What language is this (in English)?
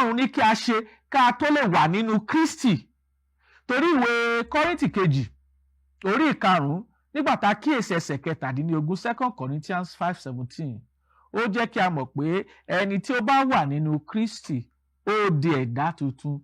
Yoruba